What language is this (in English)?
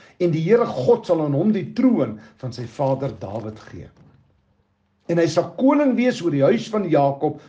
Afrikaans